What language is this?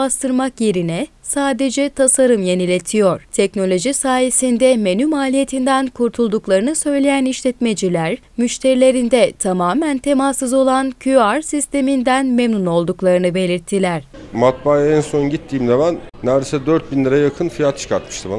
Turkish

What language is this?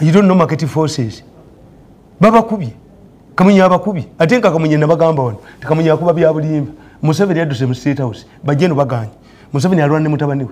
Ganda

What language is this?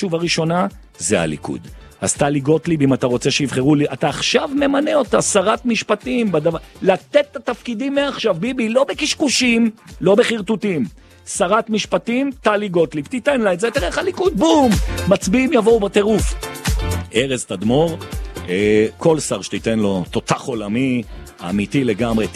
Hebrew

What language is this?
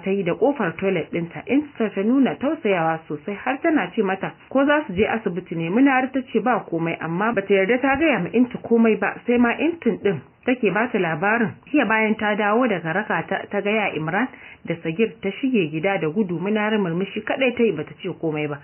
Hausa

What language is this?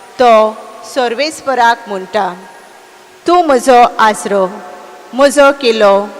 Konkani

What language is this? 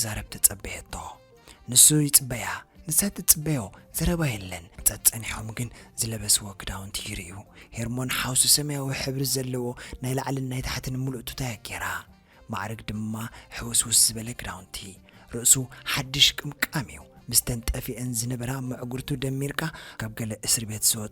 Tigrinya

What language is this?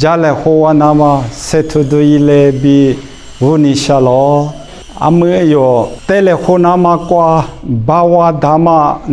Lisu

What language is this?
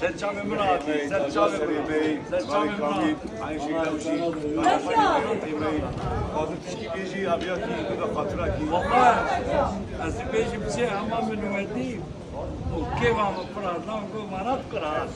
Kurdish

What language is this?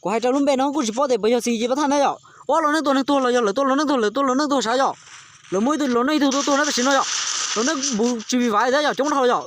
Hmong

